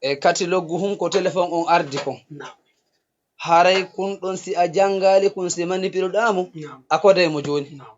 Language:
Fula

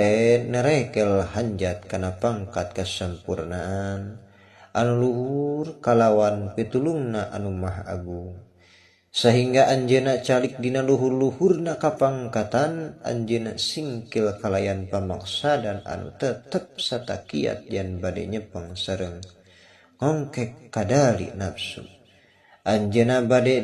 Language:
Sundanese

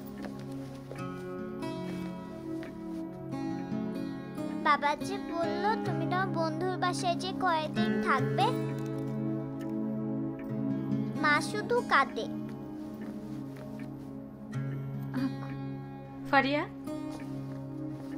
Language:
Bangla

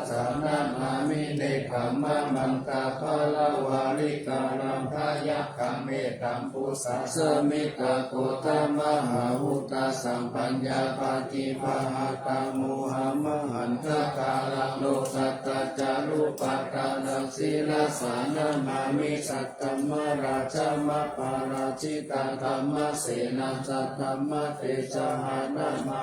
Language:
Pali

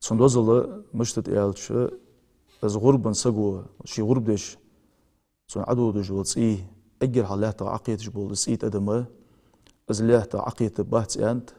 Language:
Ingush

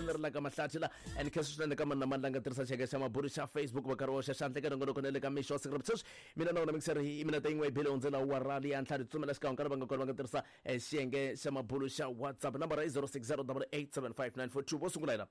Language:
Tsonga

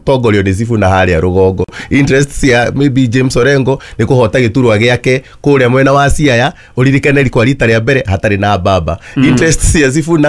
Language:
Kikuyu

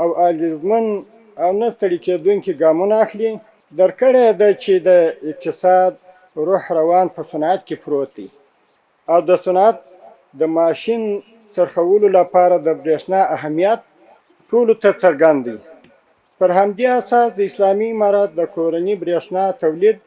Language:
Pashto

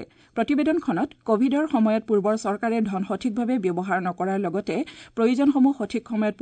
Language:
Assamese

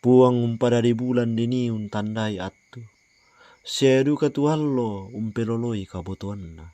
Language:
Toraja-Sa'dan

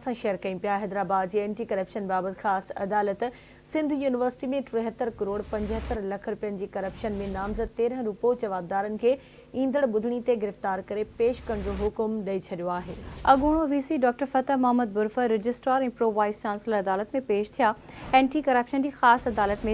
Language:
Sindhi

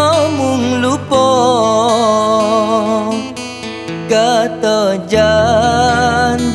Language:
Malay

